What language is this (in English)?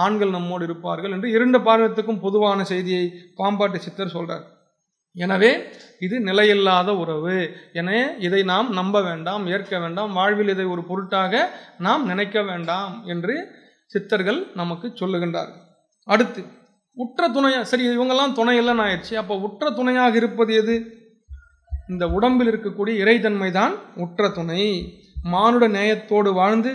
Tamil